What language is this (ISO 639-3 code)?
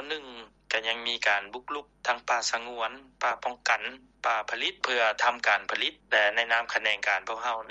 lao